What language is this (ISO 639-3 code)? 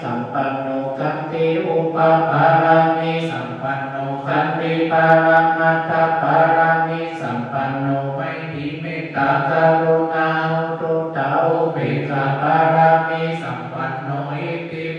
pli